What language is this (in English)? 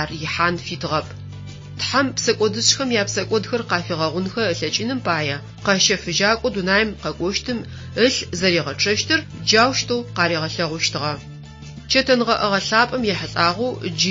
Adyghe